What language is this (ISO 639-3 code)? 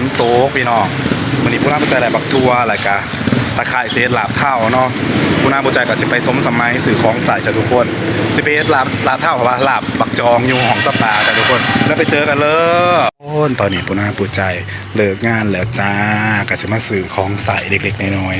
tts